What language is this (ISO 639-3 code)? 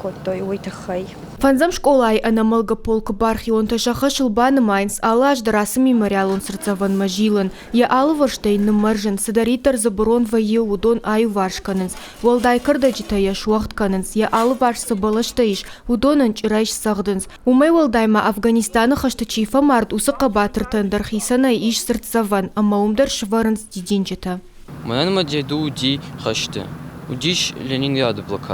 oss